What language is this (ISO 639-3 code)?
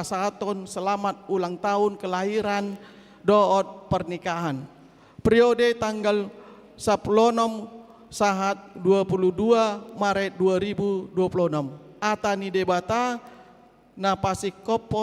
bbc